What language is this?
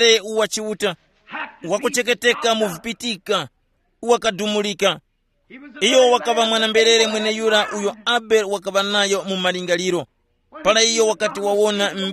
Tumbuka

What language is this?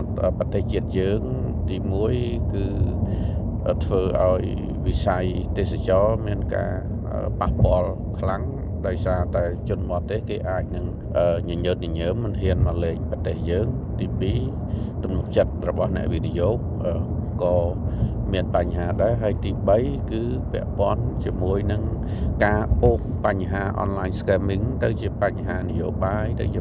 Khmer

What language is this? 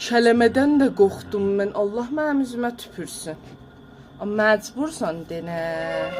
South Azerbaijani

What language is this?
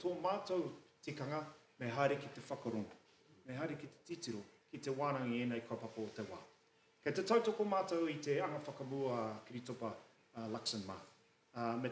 Māori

